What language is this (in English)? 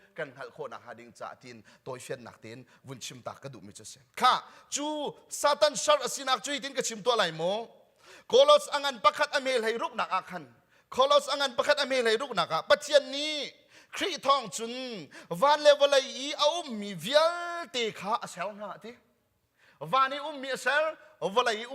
Hakha Chin